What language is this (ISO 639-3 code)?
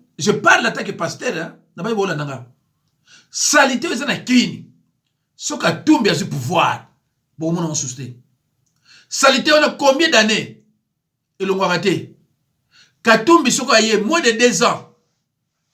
lin